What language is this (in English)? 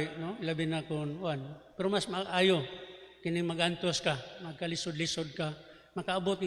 Cebuano